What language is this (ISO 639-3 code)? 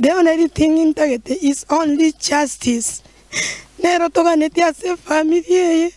guz